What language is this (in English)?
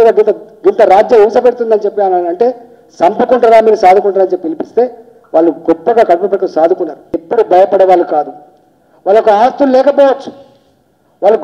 Telugu